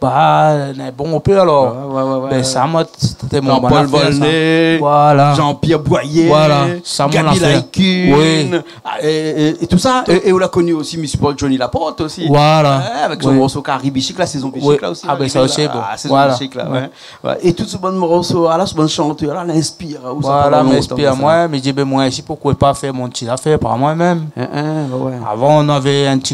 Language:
Réunion Creole French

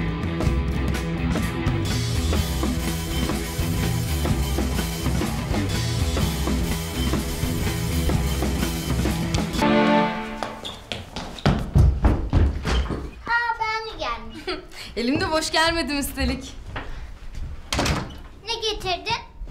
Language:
Turkish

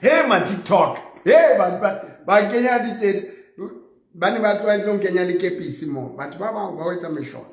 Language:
Southern Sotho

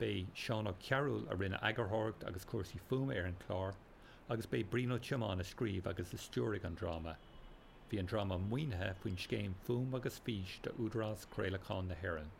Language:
Irish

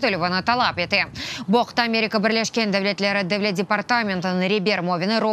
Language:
Crimean Tatar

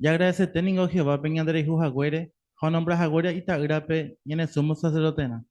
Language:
Guarani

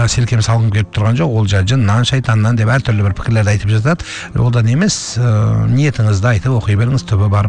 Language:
Kazakh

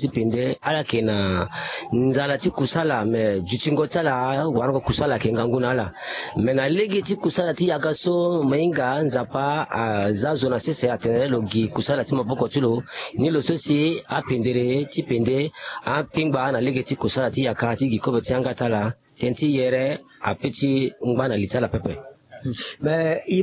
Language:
Sango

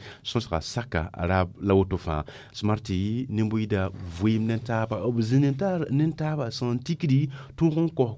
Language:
Mossi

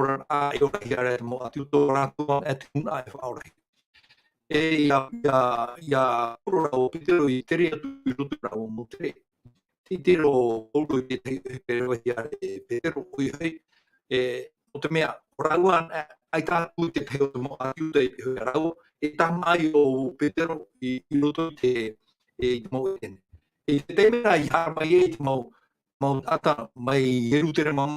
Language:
Tahitian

